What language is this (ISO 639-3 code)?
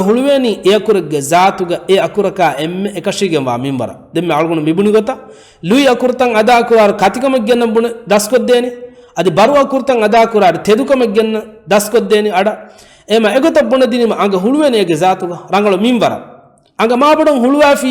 div